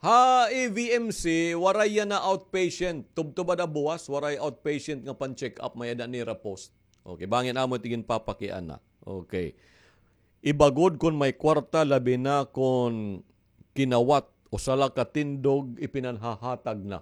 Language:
Waray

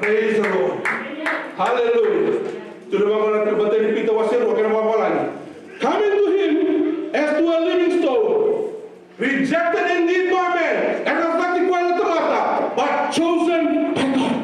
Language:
Fijian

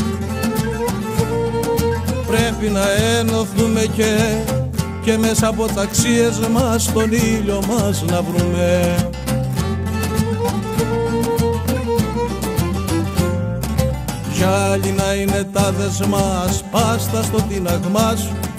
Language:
Greek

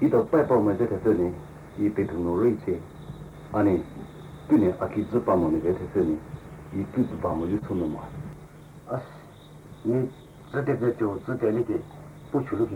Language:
Poumei Naga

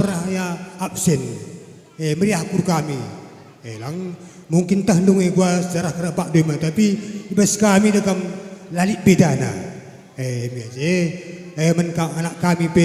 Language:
Batak Karo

